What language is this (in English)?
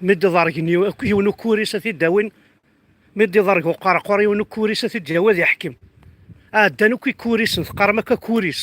Kabyle